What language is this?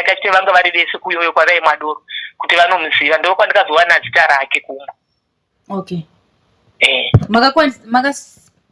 Shona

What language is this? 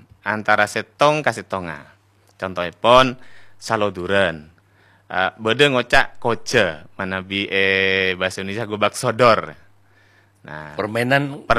Madurese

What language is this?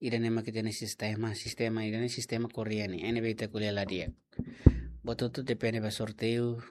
Tetum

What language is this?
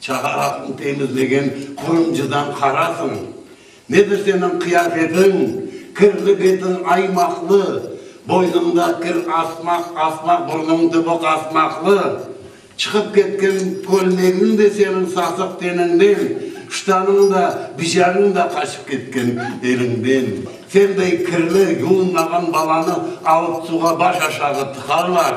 Crimean Tatar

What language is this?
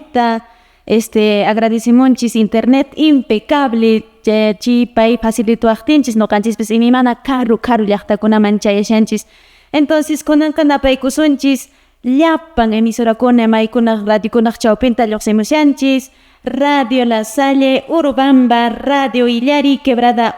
Quechua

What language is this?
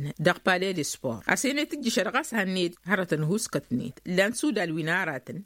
Tamasheq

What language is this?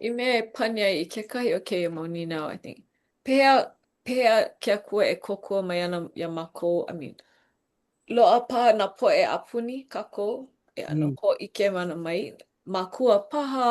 Hawaiian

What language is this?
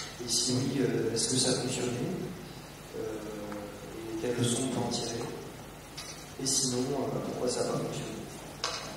French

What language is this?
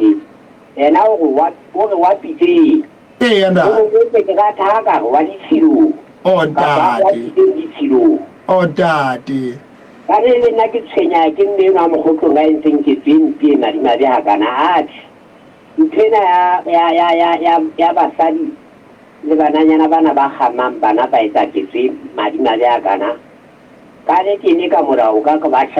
Southern Sotho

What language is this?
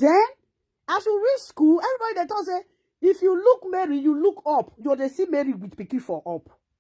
Nigerian Pidgin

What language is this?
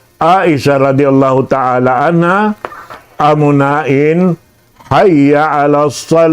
Tausug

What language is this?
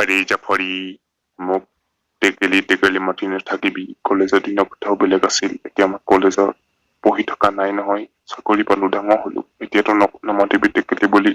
Assamese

